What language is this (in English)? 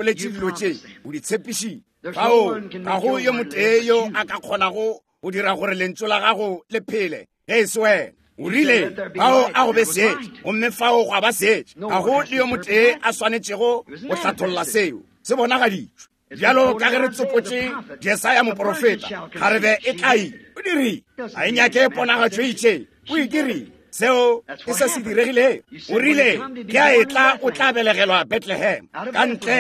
Northern Sotho